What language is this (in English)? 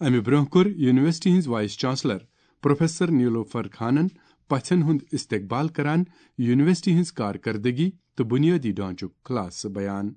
Kashmiri